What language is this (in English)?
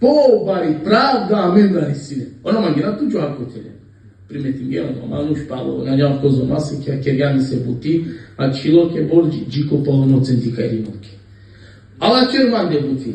Balkan Romani